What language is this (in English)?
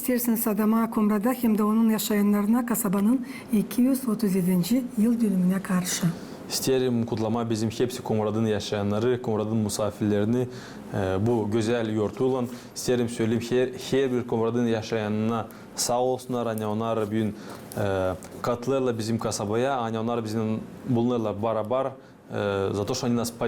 Gagauz